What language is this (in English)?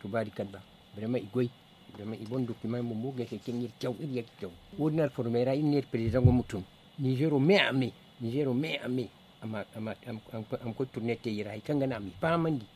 Zarma